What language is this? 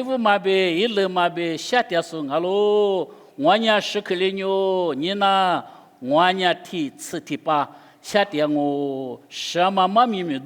Lisu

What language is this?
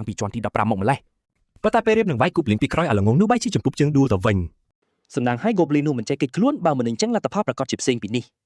Khmer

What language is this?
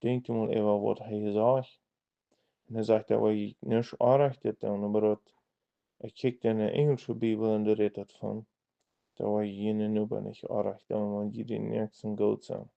Plautdietsch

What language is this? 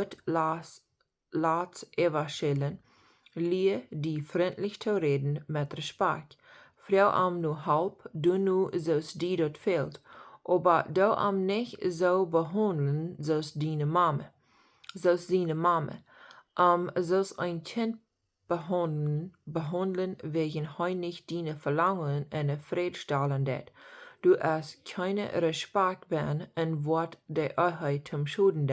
Plautdietsch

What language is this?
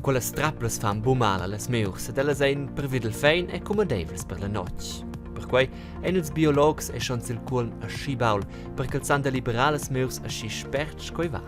Romansh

